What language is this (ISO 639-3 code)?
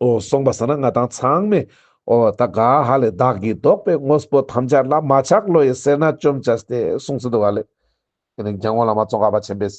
lbj